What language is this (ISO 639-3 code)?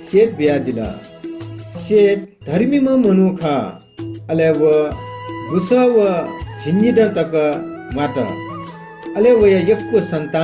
new